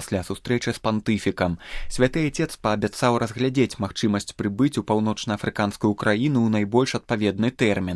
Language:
Belarusian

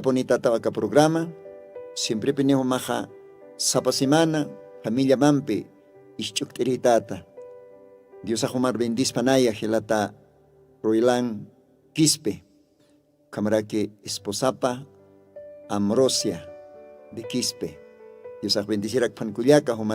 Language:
Aymara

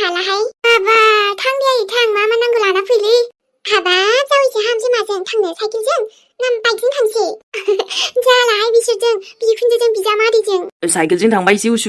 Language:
Bodo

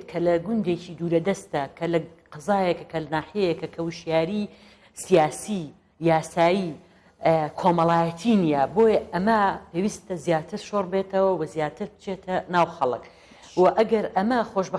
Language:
Central Kurdish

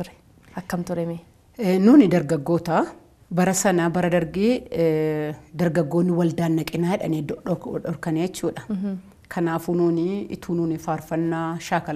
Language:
Oromo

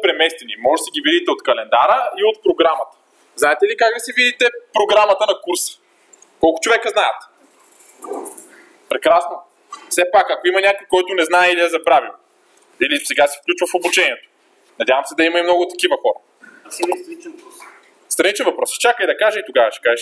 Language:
Bulgarian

